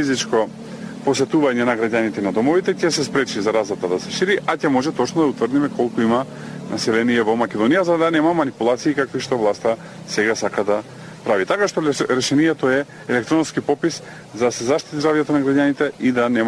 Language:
Macedonian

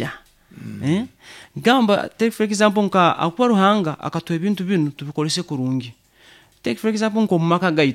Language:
Nyoro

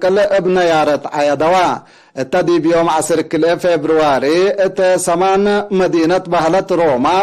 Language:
Tigre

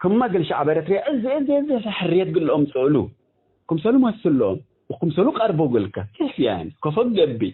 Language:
Tigre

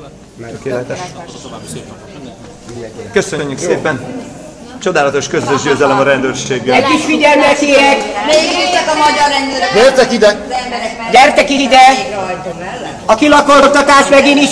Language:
Hungarian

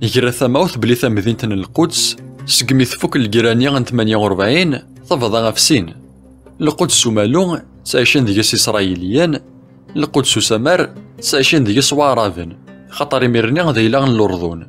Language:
Kabyle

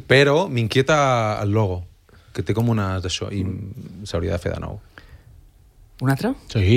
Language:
Catalan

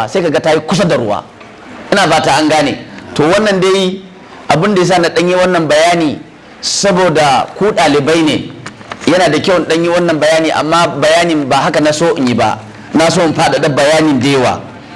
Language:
Hausa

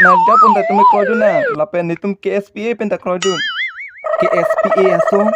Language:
Karbi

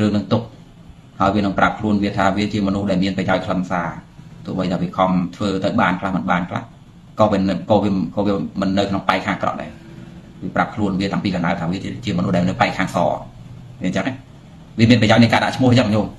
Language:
Khmer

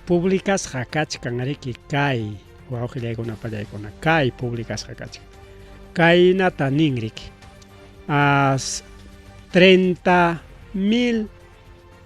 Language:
Ayacucho Quechua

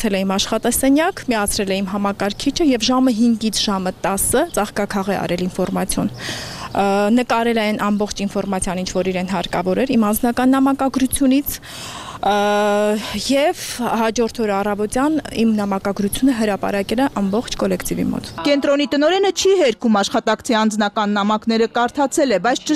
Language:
Armenian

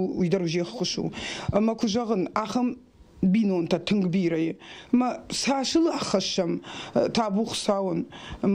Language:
Ossetic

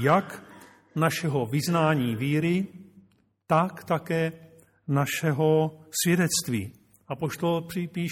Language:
Czech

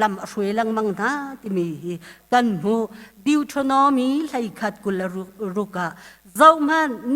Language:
Hakha Chin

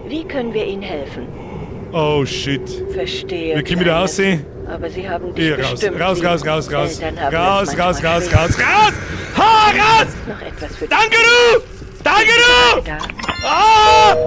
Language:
Bavarian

